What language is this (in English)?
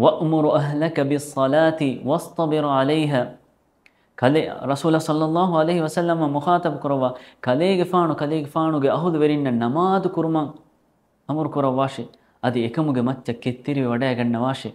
Divehi